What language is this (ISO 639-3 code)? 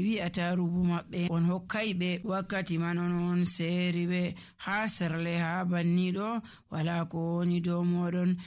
fuv